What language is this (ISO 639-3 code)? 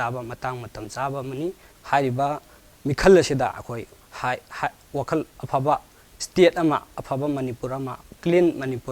mni